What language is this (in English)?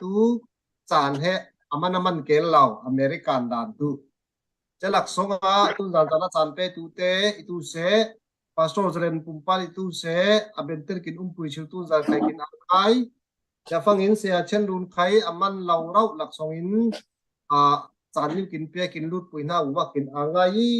Falam Chin